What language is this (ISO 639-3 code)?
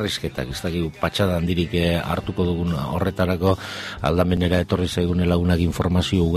eus